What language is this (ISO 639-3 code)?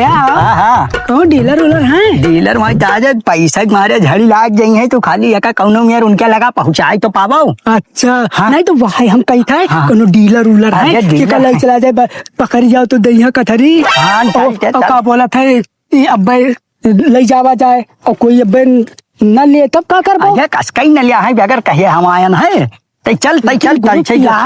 awa